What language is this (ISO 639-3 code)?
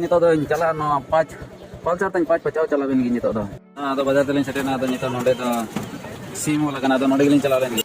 sat